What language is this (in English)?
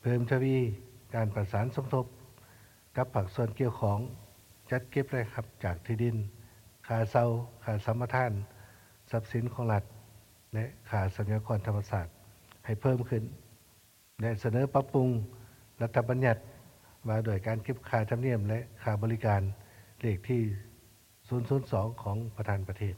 Lao